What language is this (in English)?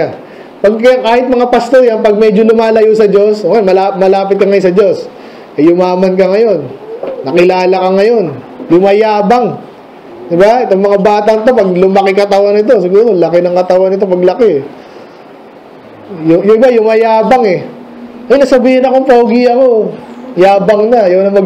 Filipino